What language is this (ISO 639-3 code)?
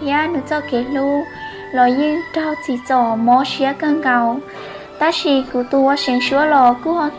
hmn